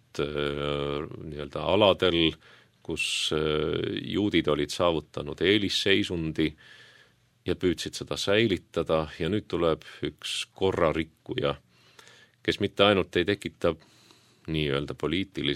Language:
Estonian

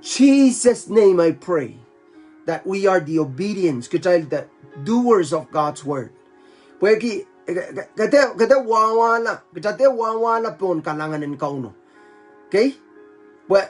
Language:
Pohnpeian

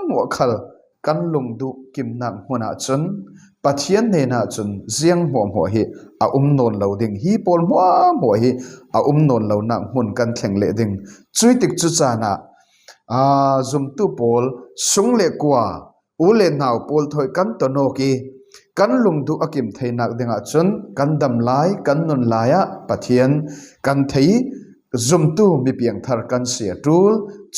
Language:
Falam Chin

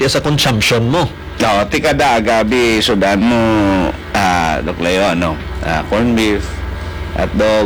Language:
Hiligaynon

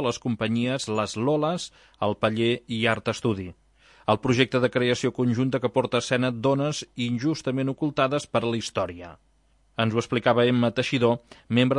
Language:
Catalan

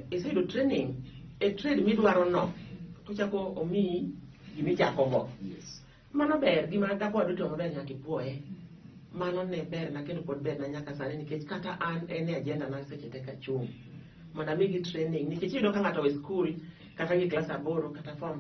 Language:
Luo (Kenya and Tanzania)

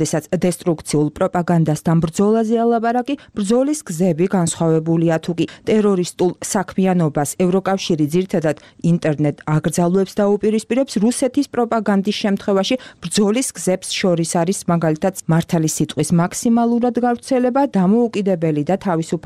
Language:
Georgian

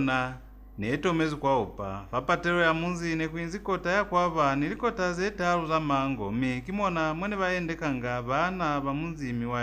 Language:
Lozi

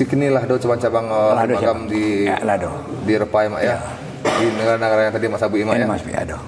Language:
Minangkabau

